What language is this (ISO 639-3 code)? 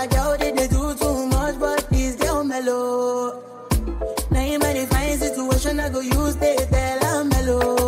kaa